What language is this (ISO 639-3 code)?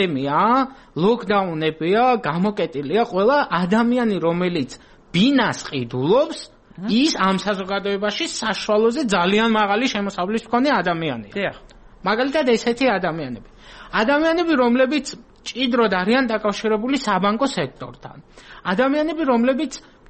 kat